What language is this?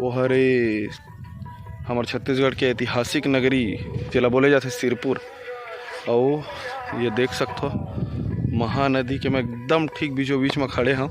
Chhattisgarhi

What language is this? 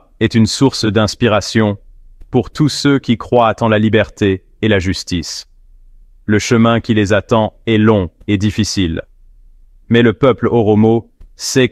French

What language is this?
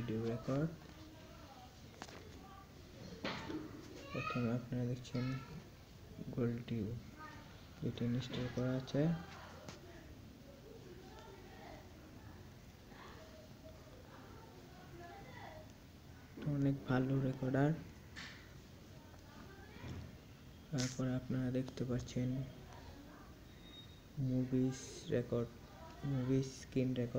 Bangla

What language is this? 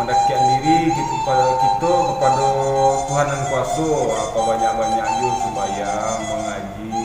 Minangkabau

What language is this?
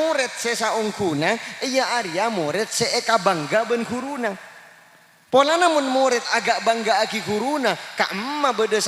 Madurese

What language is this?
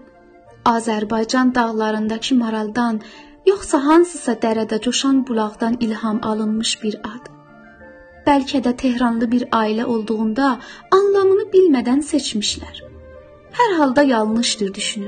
South Azerbaijani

